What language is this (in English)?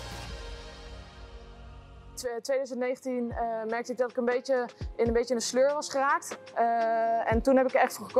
Dutch